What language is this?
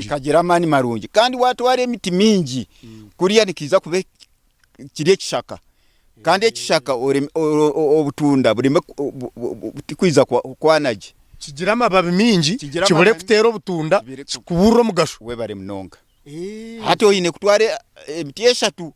Nyankole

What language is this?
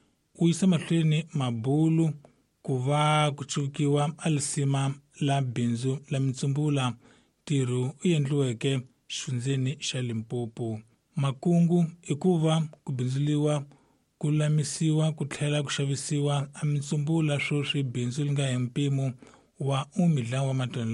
Tsonga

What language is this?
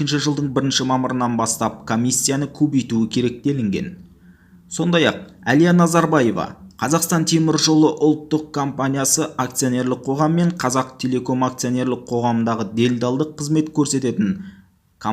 Kazakh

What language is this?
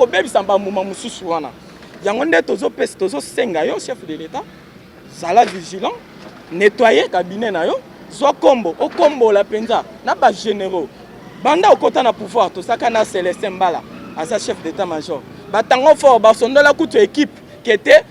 Lingala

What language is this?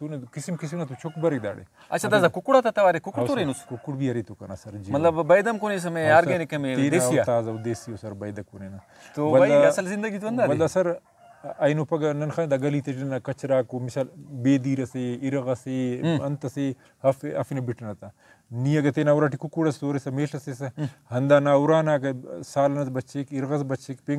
Brahui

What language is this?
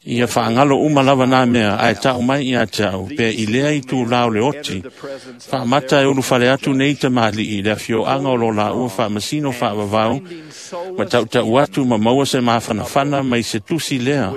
Samoan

